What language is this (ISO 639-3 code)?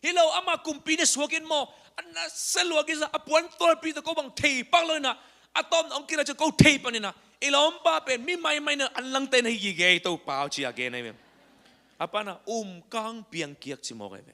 ctd